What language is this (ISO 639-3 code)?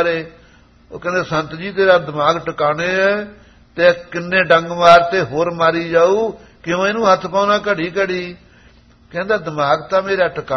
pan